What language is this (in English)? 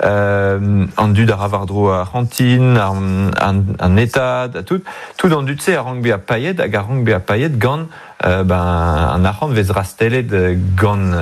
Breton